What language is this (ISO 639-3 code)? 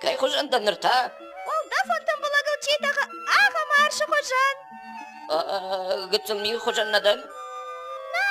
oss